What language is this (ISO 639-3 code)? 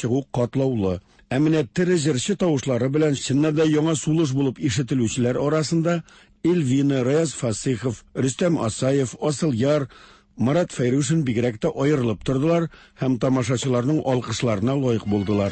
tat